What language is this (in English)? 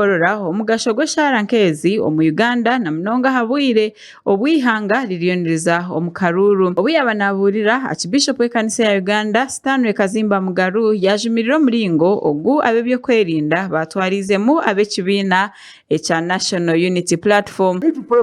Nyankole